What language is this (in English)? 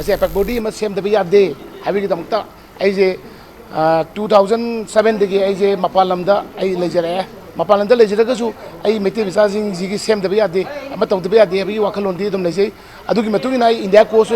Manipuri